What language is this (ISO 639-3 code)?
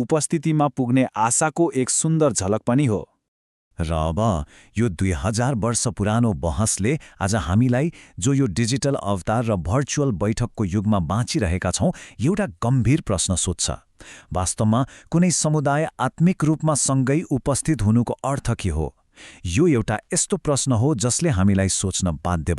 nep